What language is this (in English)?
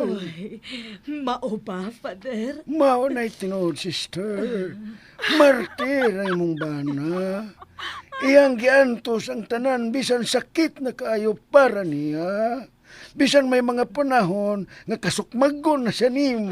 Cebuano